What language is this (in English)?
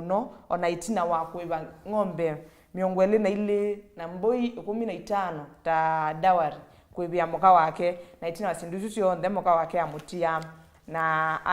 Kamba